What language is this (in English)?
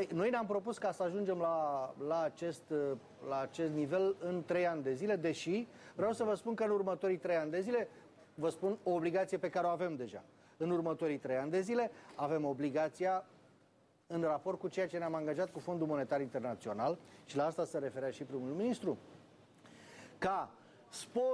Romanian